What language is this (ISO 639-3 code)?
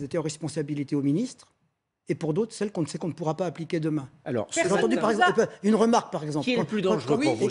fra